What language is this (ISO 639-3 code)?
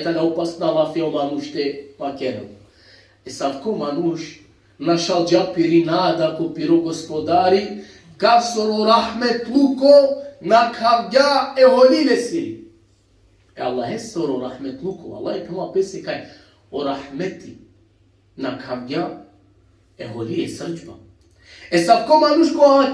rmn